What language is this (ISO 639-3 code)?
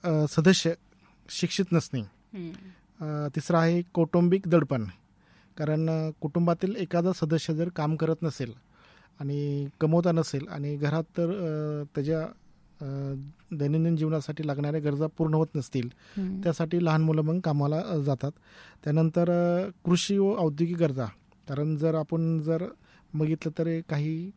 mar